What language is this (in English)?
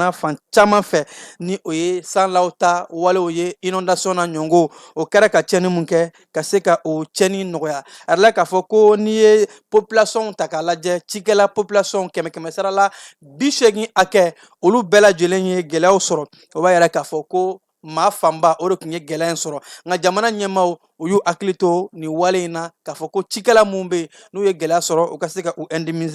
Bambara